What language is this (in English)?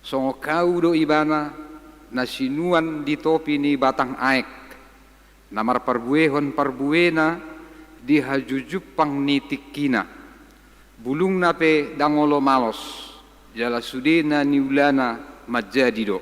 Batak Toba